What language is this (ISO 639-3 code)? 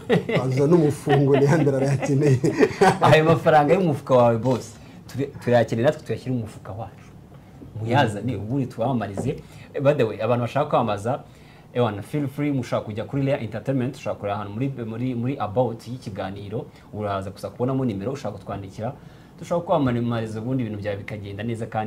kin